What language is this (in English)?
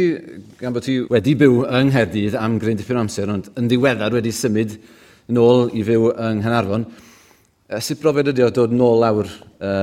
Welsh